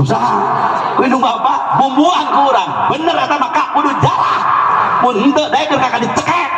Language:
Sundanese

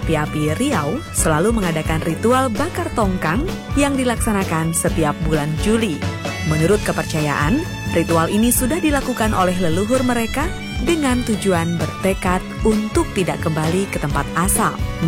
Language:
Indonesian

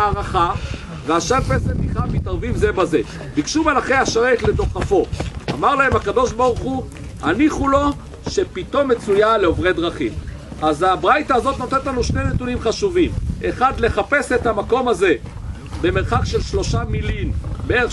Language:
Hebrew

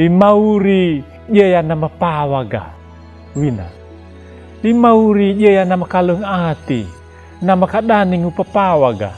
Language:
Anakalangu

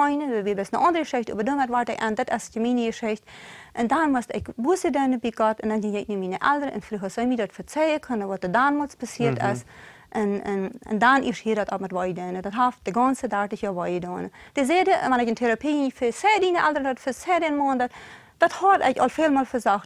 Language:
Plautdietsch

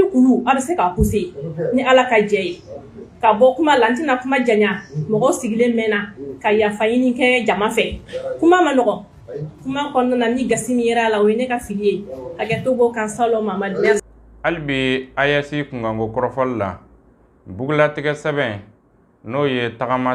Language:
Bambara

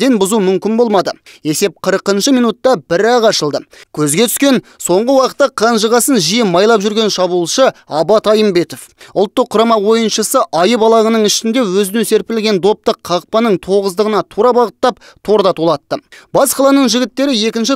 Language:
Kazakh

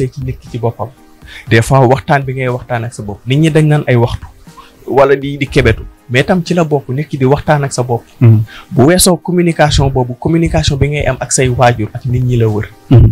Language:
Wolof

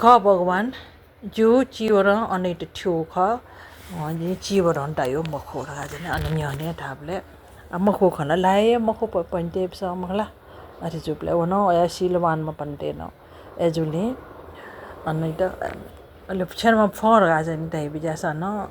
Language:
Newari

